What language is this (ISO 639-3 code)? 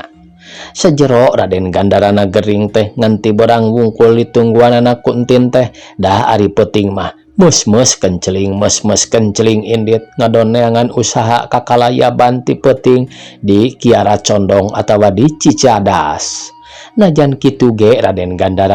sun